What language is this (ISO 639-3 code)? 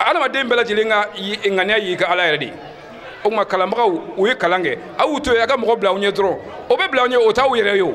bam